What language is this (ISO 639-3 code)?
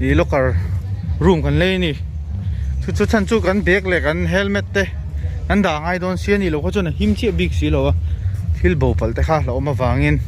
lus